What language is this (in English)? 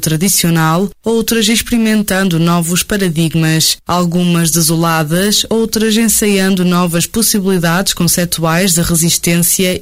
Portuguese